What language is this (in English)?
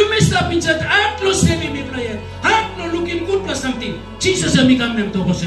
Tok Pisin